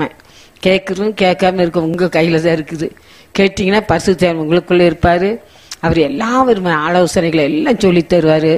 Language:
Tamil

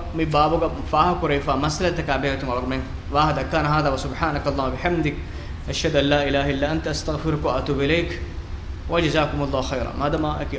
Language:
Divehi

